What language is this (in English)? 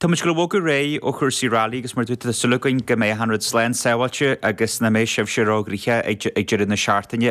Irish